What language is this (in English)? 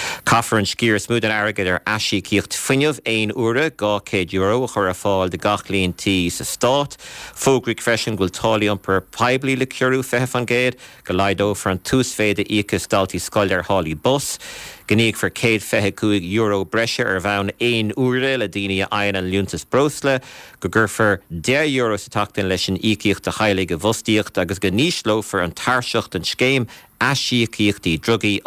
Irish